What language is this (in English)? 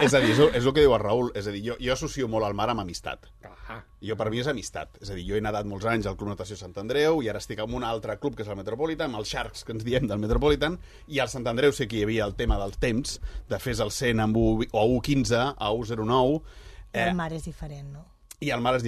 Catalan